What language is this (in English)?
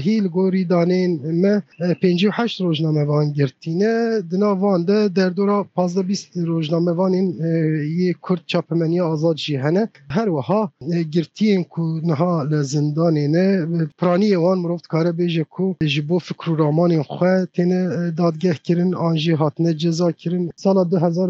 Kurdish